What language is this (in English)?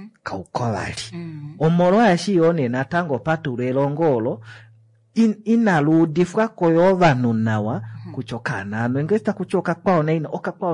Kuanyama